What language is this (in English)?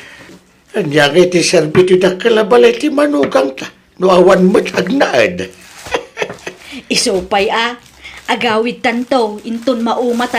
Iloko